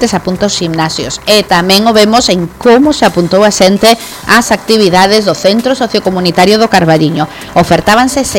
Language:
Galician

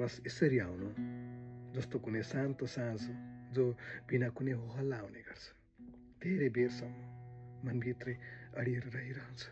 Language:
Nepali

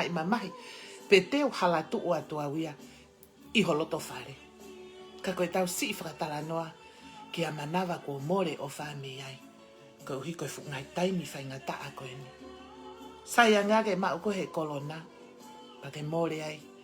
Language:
Tongan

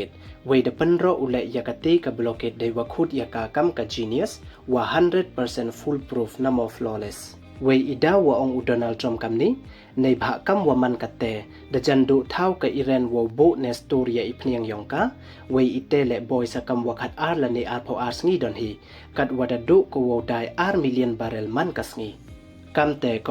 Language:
Pnar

